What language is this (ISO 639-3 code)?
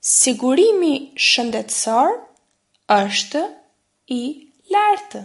sqi